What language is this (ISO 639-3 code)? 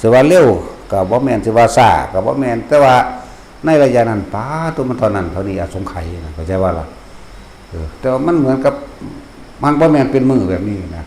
tts